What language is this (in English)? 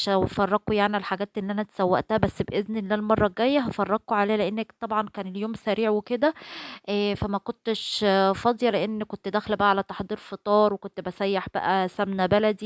Egyptian Arabic